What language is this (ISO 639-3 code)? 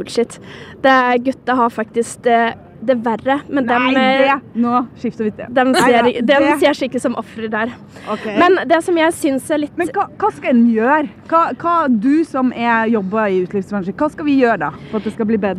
nor